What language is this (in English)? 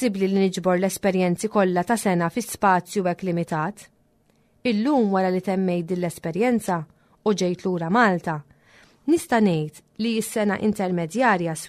Maltese